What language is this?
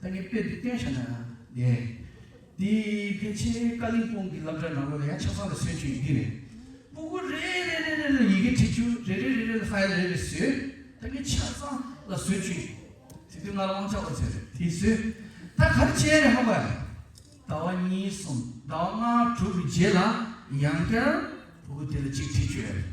Tibetan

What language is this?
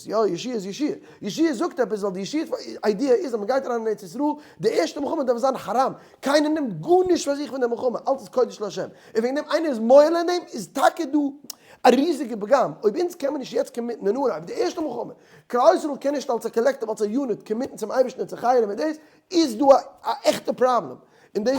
Yiddish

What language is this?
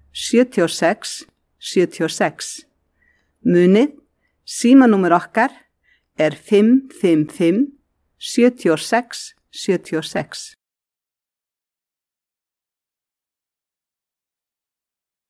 Icelandic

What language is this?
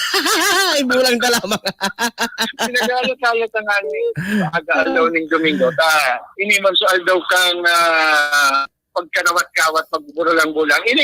Bikol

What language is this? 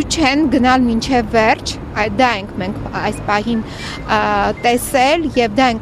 Armenian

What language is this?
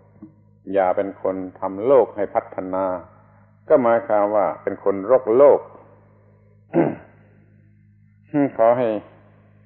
Thai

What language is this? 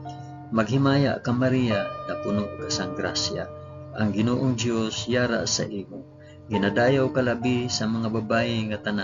Hiligaynon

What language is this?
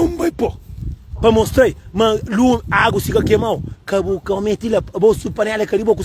Kabuverdianu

